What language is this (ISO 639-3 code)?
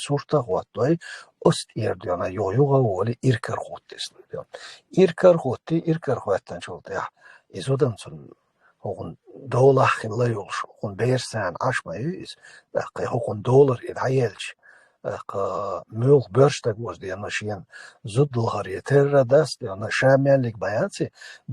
che